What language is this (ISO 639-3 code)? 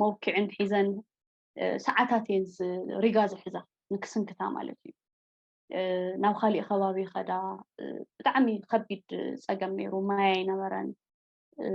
tir